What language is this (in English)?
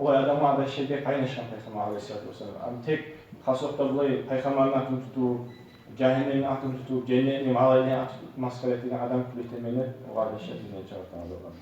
Kumyk